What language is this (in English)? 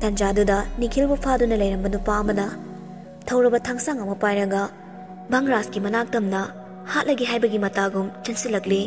Manipuri